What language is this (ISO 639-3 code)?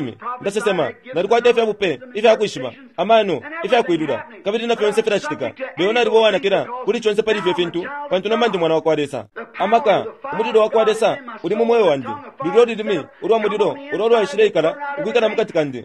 bem